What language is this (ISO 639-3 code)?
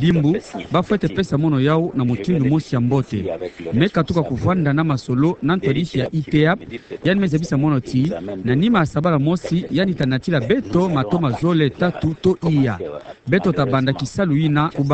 ktu